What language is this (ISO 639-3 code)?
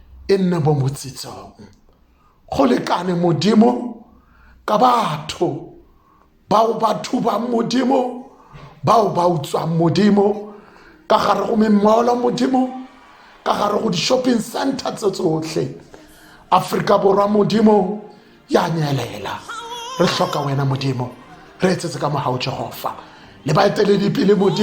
tsn